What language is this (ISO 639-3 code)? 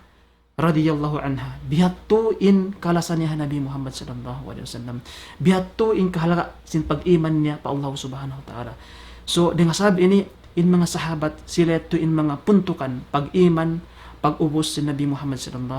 tsg